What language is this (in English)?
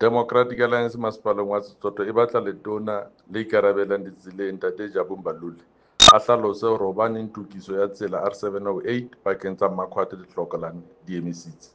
Southern Sotho